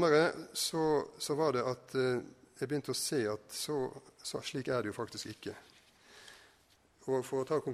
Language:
Norwegian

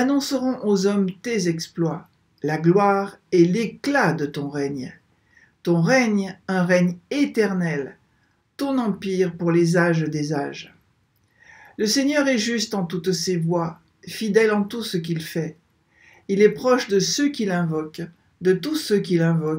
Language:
French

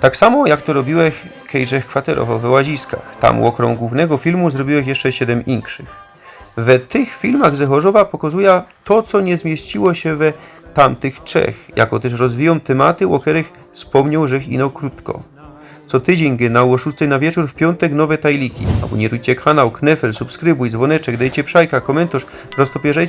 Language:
Silesian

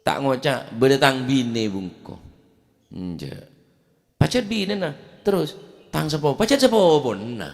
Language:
Madurese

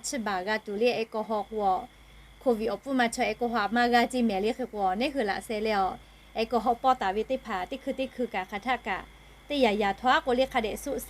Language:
Lahu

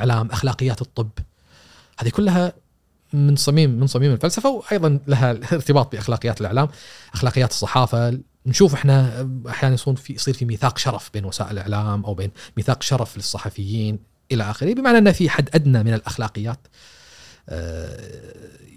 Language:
Gulf Arabic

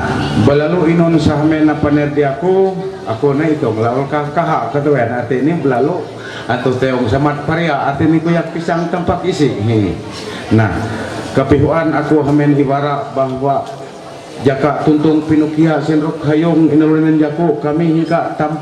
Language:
Ma'anyan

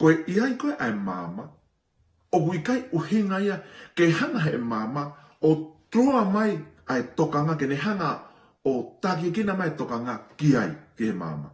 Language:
Tongan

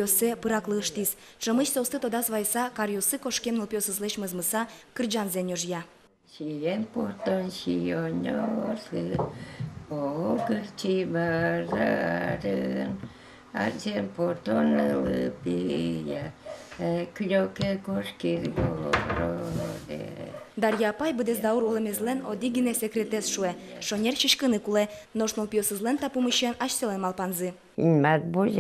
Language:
Udmurt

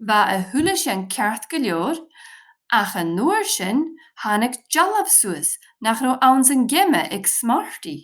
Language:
Scottish Gaelic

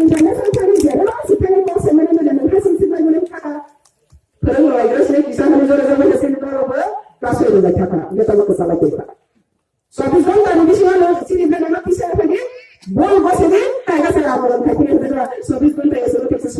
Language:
Riang (India)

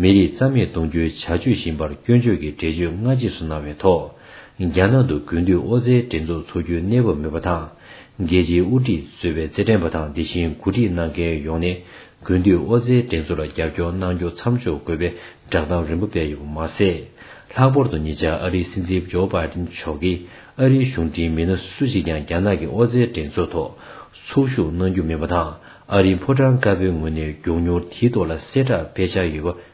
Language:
Tibetan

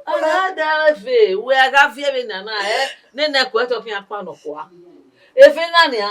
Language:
Bini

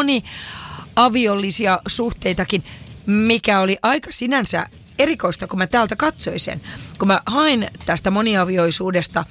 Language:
Finnish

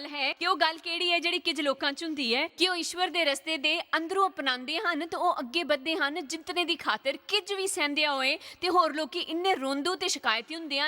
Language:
Dogri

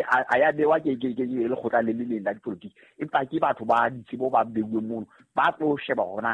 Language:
Southern Sotho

